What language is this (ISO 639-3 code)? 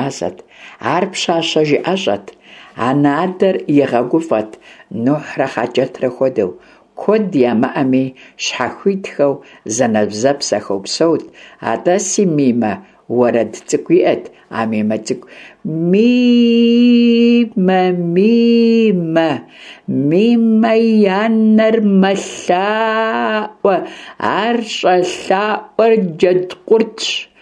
kbd